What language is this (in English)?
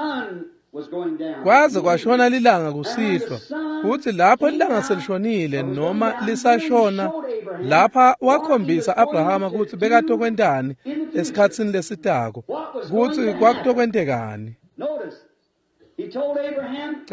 Swati